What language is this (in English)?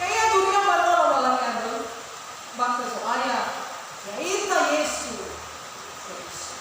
Nias